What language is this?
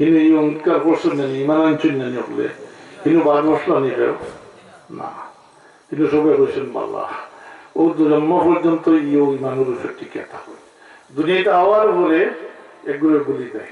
Sylheti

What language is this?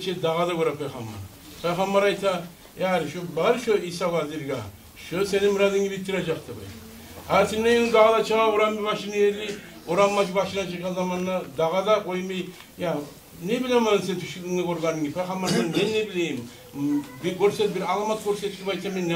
Kumyk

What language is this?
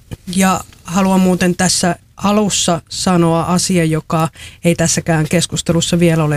Finnish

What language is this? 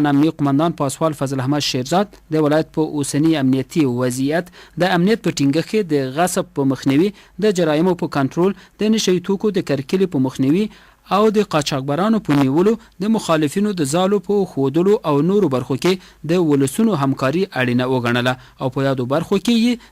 Pashto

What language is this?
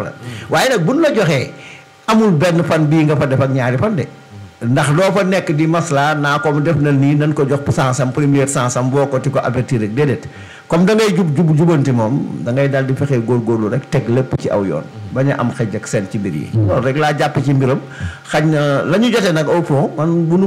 Wolof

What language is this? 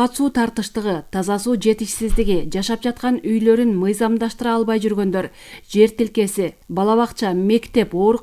Kyrgyz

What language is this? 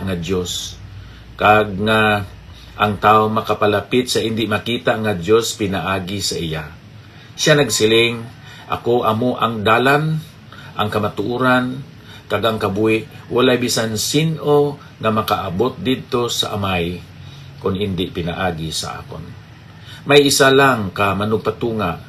Hiligaynon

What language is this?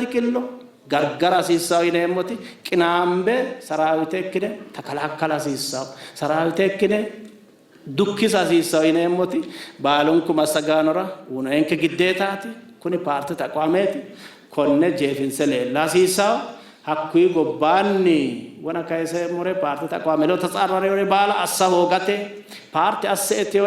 Sidamo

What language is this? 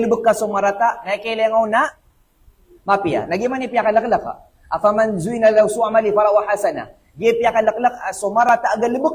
Maranao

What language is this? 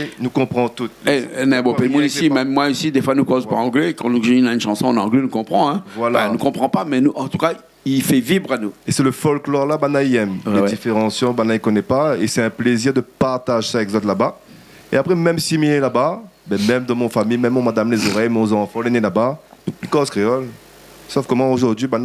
Réunion Creole French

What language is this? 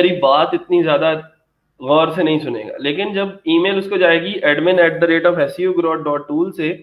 Hindi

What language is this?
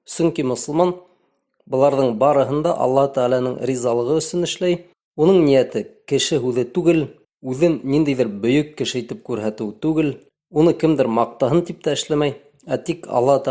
Bashkir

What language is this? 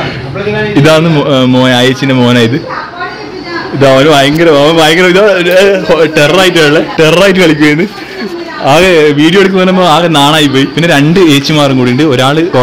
Malayalam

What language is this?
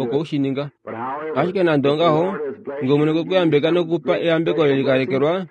Kuanyama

